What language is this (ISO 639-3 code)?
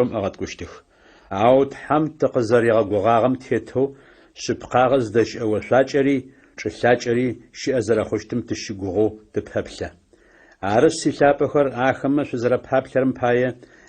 ady